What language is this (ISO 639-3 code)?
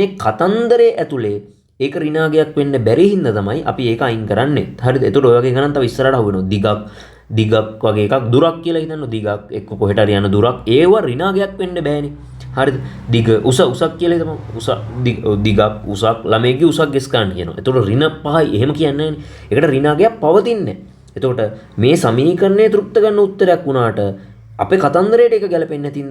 sin